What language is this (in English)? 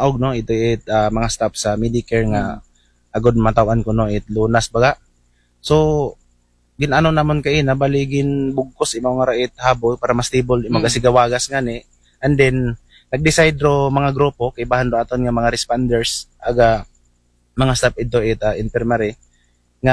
Aklanon